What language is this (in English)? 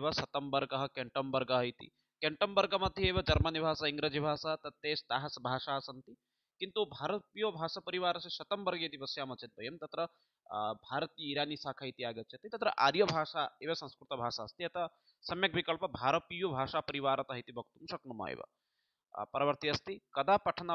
Sanskrit